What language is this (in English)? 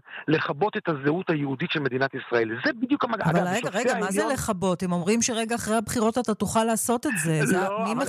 Hebrew